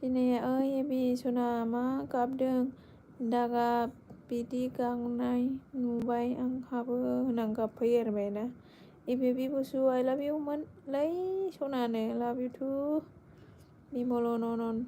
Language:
Bodo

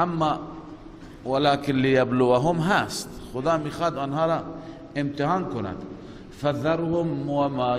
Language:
Persian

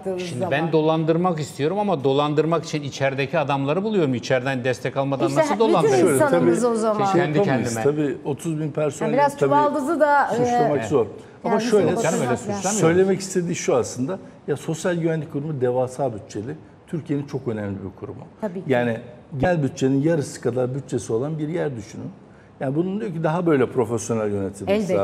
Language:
Turkish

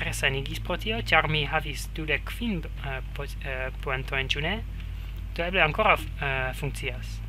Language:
Esperanto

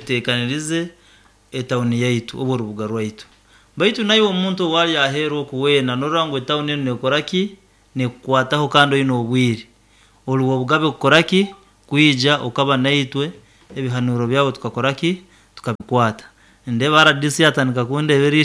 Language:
Nyankole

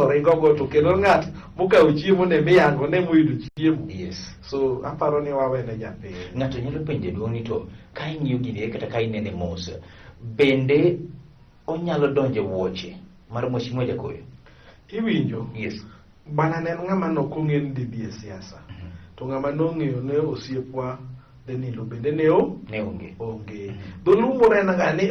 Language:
Luo (Kenya and Tanzania)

